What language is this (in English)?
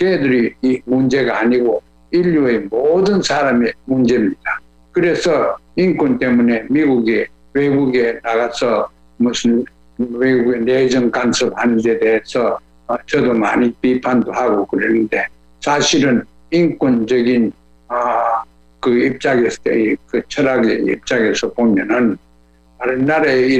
Korean